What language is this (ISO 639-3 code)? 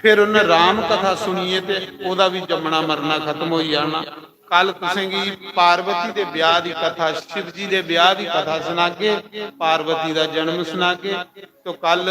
doi